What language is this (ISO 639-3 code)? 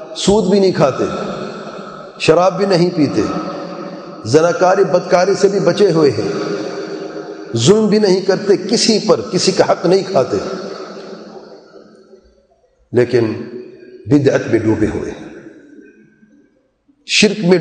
urd